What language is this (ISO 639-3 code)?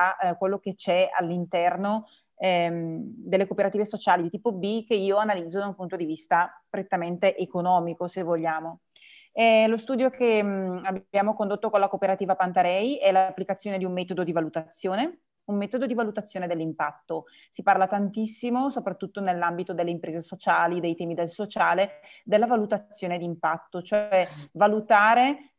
ita